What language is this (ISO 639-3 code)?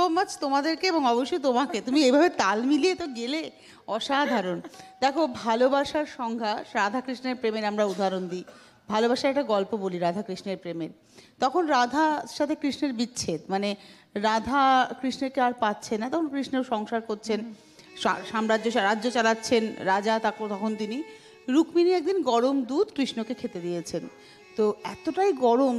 ben